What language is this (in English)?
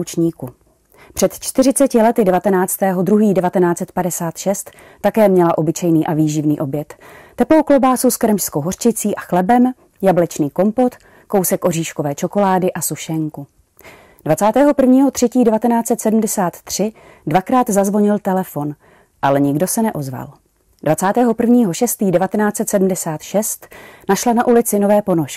Czech